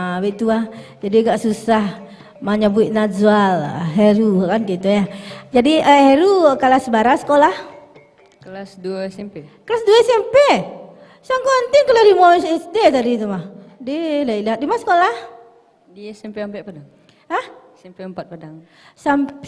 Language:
Minangkabau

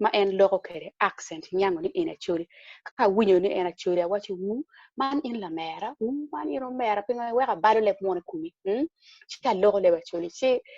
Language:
Acoli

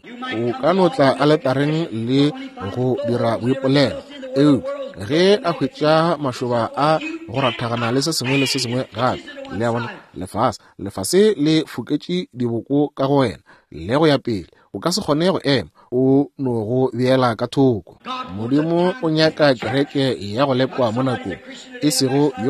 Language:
Northern Sotho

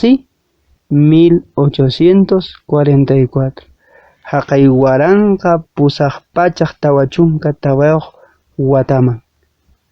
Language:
Quechua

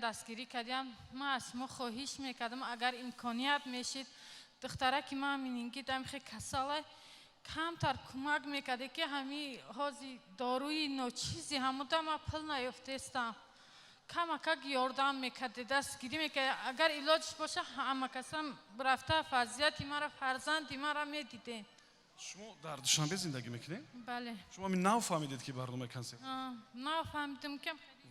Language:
Tajik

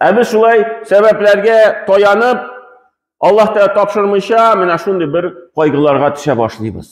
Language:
Tatar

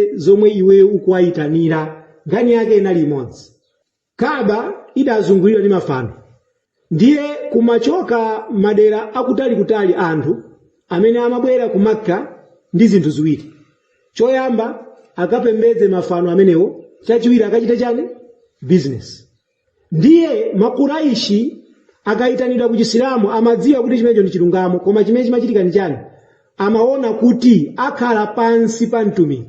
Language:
Nyanja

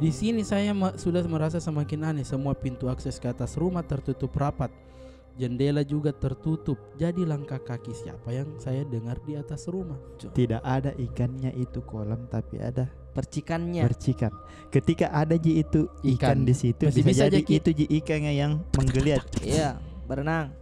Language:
Makassar Malay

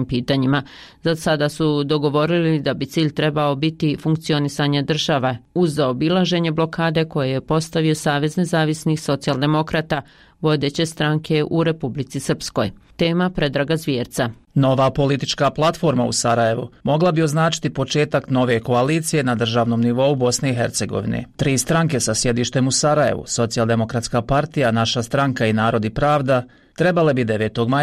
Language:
Bosnian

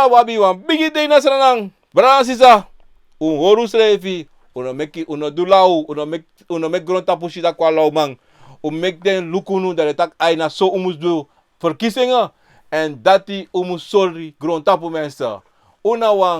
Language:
Sranan Tongo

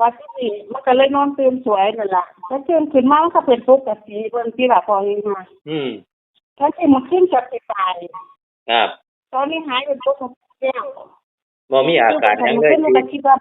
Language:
Northeastern Thai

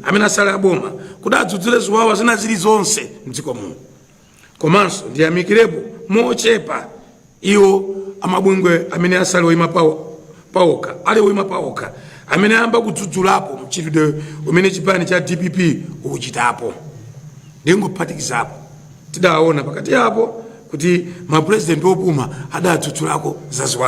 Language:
Nyanja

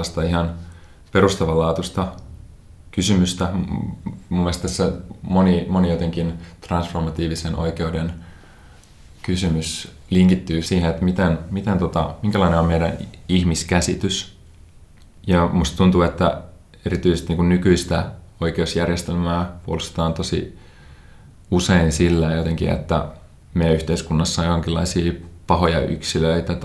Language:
Finnish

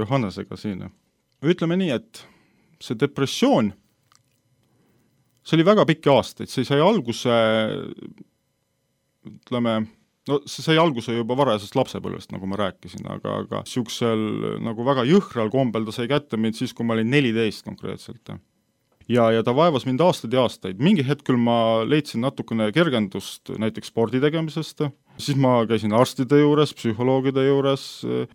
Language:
Estonian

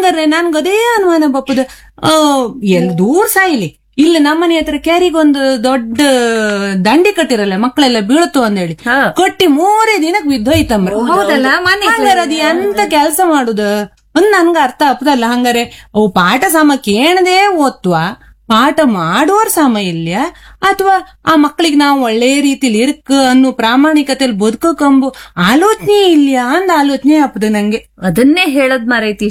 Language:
Kannada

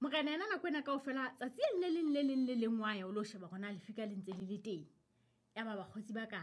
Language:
Southern Sotho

